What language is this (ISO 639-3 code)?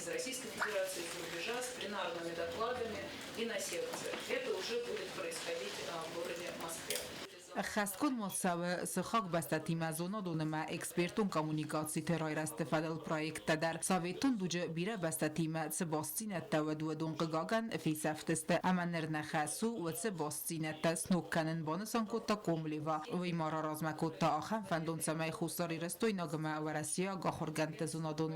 oss